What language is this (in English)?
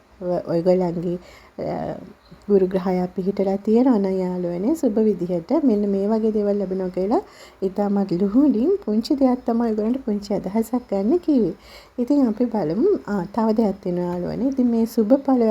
Sinhala